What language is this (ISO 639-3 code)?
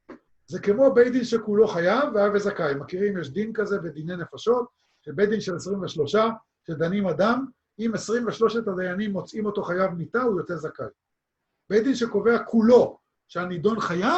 heb